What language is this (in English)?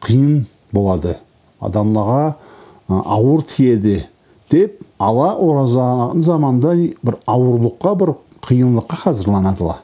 Karachay-Balkar